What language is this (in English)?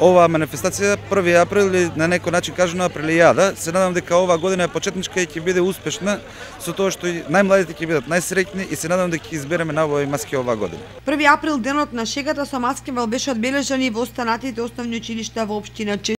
Macedonian